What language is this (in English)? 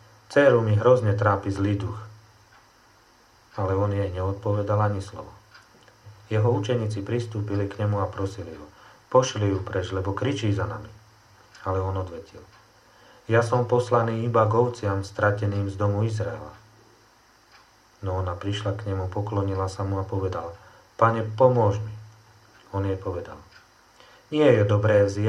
Slovak